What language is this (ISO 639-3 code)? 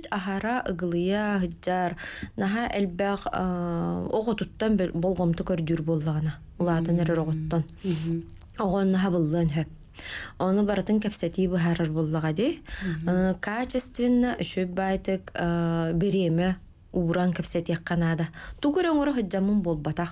sah